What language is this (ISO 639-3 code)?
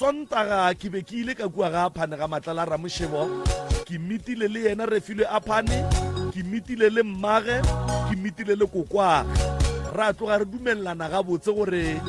nso